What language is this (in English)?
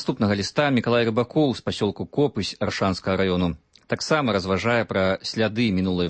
Belarusian